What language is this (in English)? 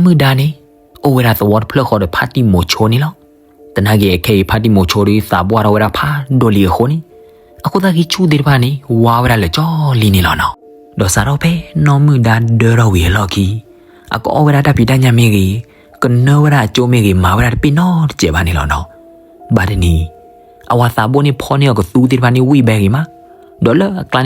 S'gaw Karen